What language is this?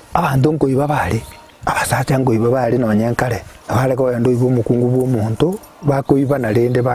Gusii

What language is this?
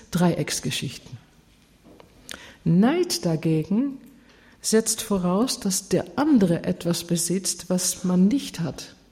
German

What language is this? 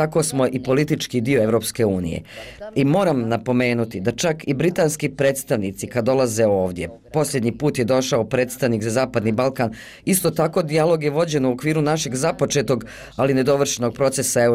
Bosnian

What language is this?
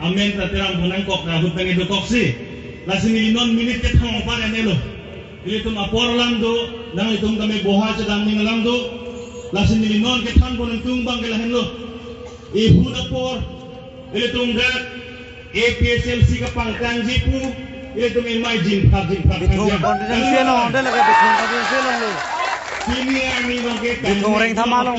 Karbi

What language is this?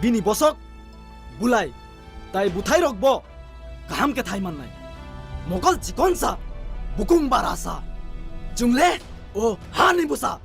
Kok Borok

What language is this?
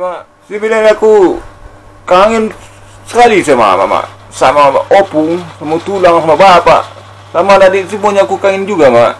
Minangkabau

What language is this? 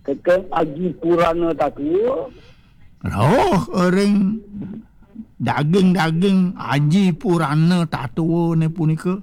Balinese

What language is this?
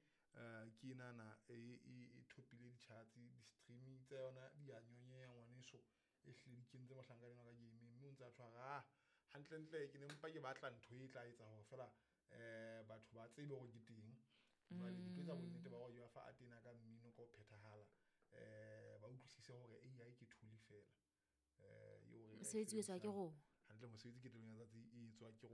Southern Sotho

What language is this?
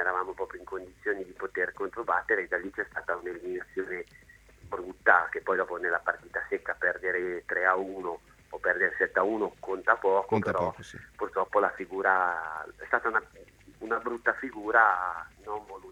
Italian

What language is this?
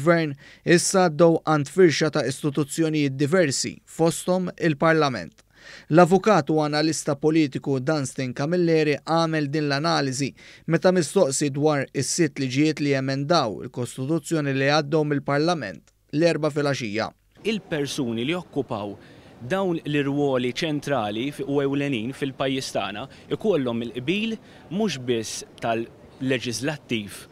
Maltese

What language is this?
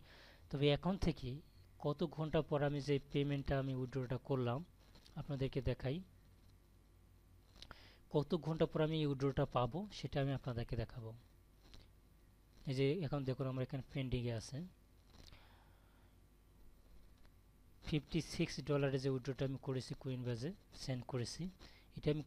Bangla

